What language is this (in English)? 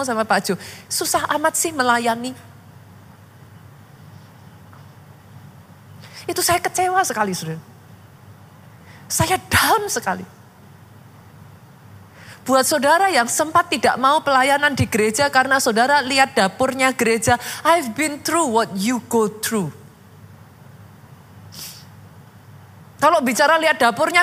Indonesian